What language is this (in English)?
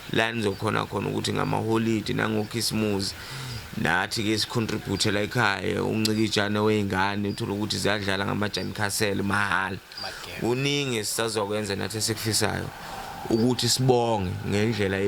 Zulu